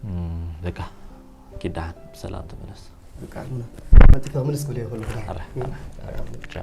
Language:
Tigrinya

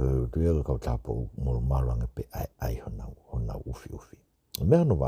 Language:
Tongan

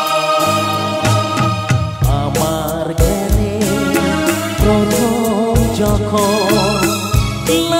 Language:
Bangla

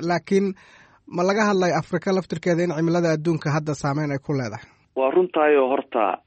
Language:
Somali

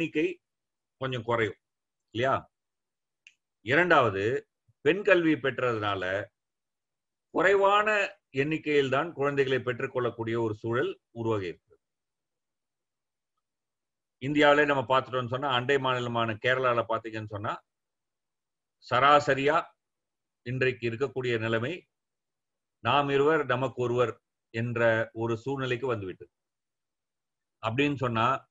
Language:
Tamil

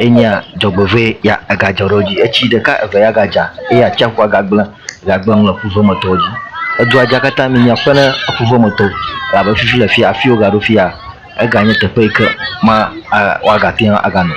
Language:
Ewe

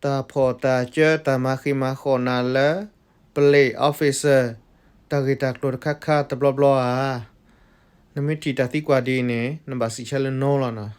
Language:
S'gaw Karen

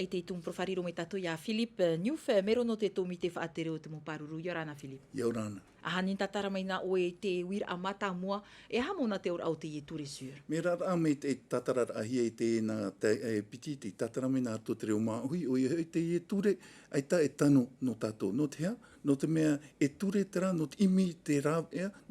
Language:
Tahitian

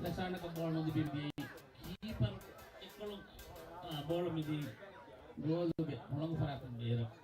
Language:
Divehi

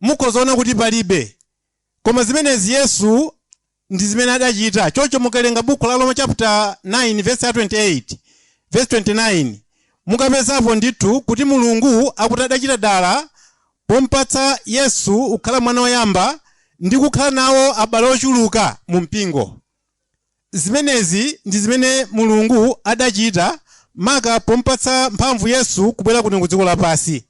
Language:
Nyanja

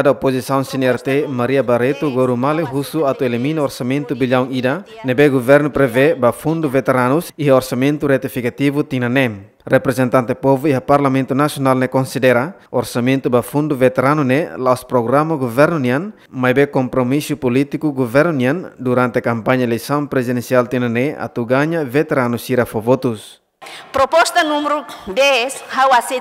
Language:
Tetum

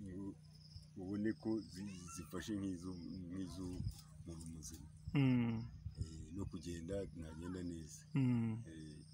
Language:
Kinyarwanda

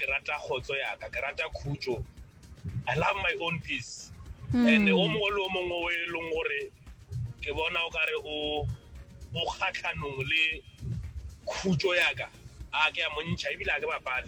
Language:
Northern Sotho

